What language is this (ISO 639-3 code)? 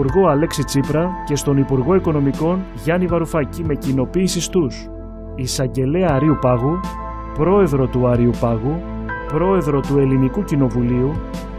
ell